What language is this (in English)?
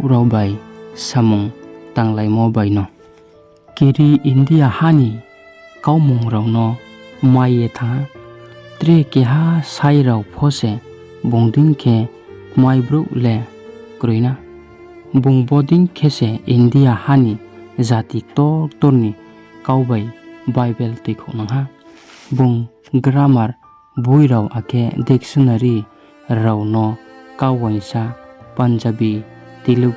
Riang (India)